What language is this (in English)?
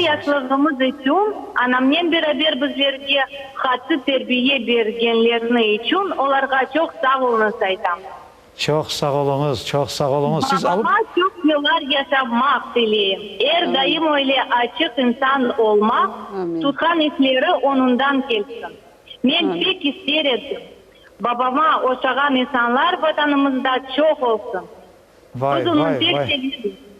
Crimean Tatar